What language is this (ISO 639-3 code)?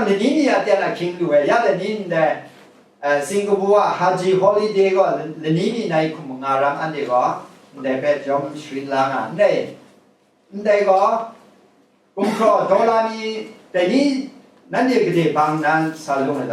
kac